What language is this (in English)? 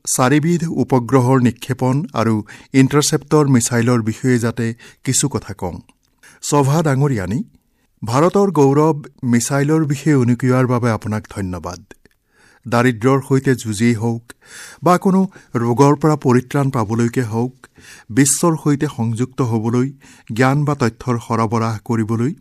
Assamese